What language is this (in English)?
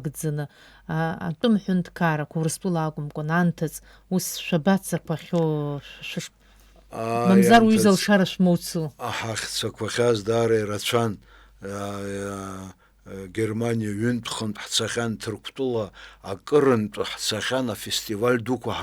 Abkhazian